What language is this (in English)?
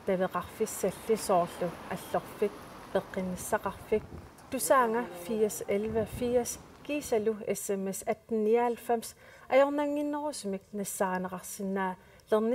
Kalaallisut